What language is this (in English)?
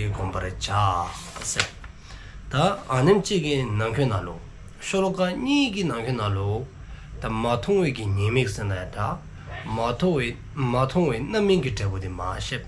Dzongkha